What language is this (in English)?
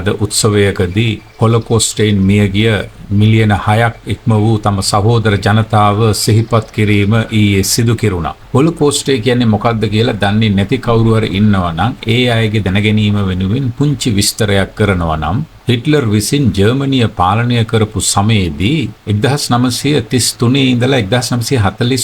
Sinhala